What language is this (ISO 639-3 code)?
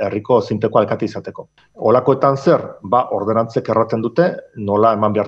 eus